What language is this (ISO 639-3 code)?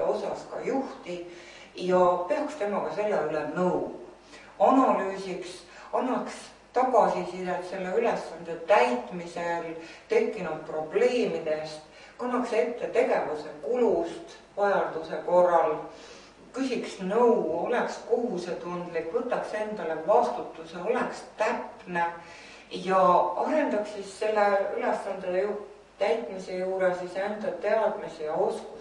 est